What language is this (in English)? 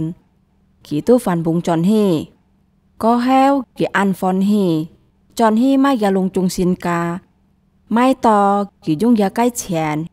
Hakka Chinese